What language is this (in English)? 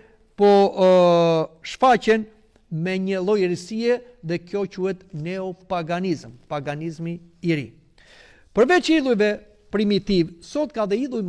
Albanian